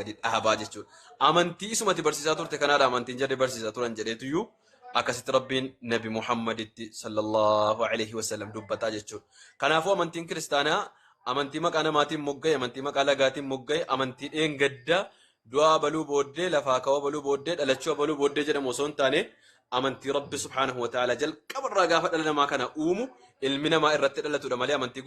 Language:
Oromo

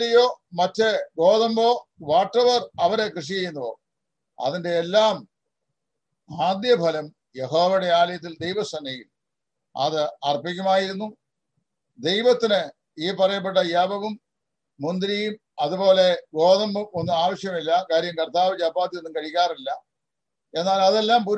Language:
Malayalam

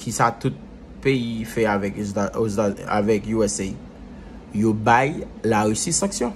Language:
Haitian Creole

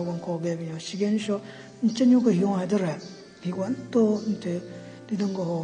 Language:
Southern Rengma Naga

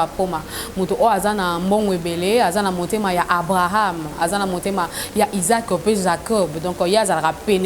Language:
Lingala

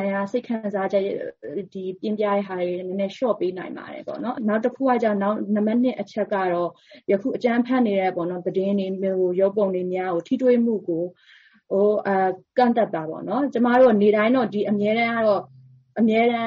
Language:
Burmese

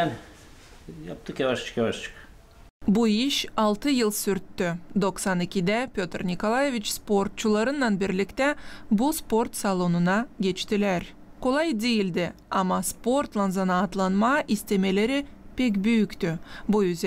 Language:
Gagauz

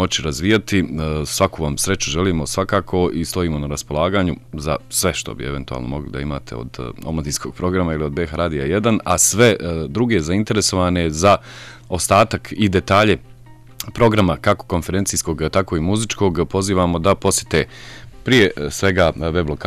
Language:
Bosnian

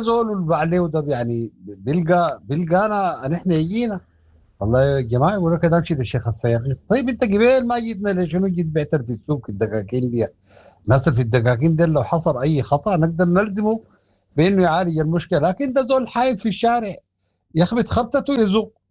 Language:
Sudanese Arabic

